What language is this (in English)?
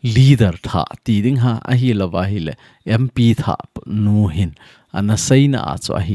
Thado Chin